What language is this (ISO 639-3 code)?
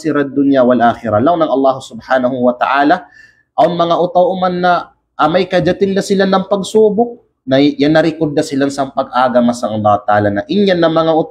kqe